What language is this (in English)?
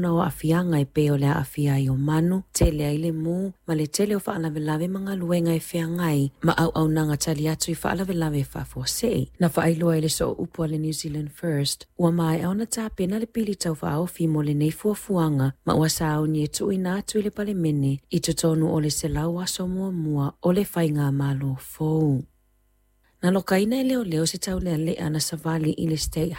Samoan